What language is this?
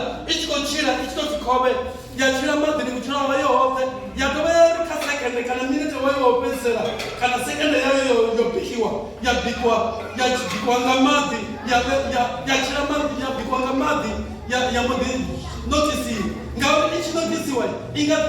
Venda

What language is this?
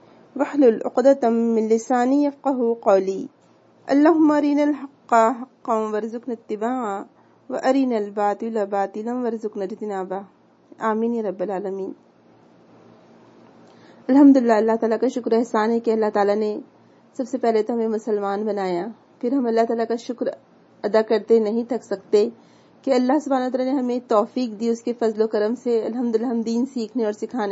Urdu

